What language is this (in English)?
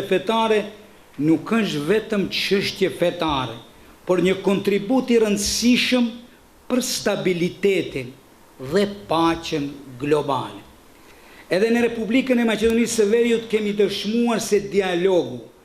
Albanian